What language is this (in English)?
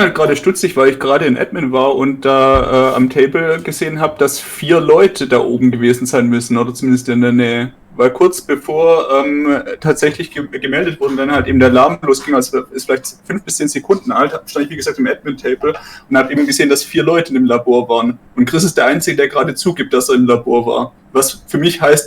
Swiss German